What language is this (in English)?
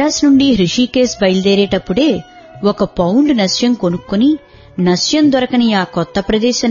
Telugu